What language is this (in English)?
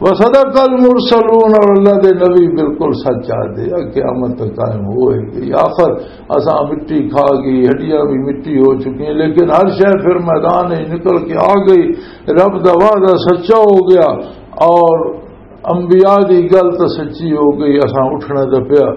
Western Panjabi